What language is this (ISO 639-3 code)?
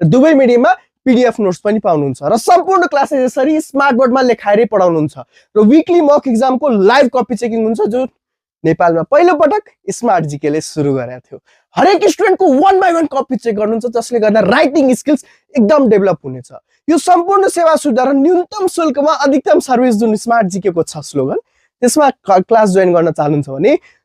nep